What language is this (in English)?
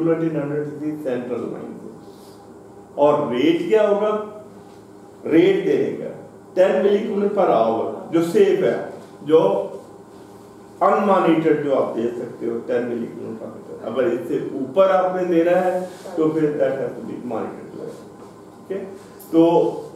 Hindi